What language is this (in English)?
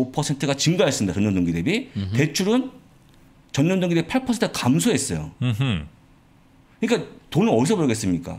Korean